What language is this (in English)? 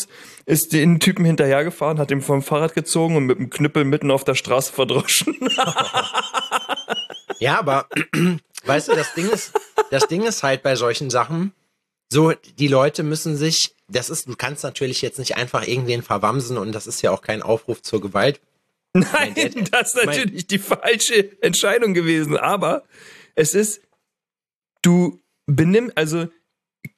German